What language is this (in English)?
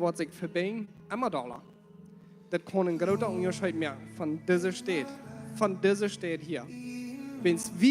Plautdietsch